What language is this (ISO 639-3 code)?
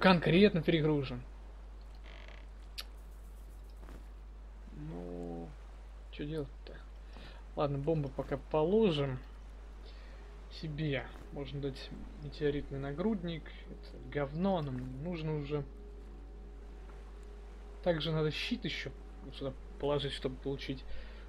rus